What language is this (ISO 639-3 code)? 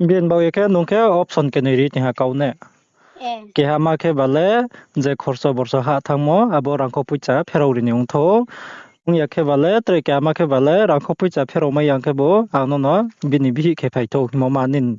ria